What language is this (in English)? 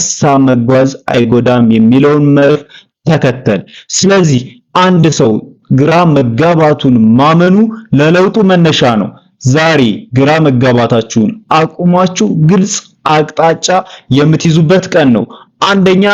Amharic